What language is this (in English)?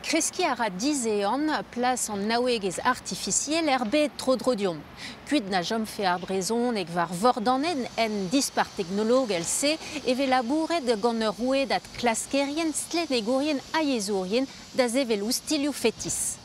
Breton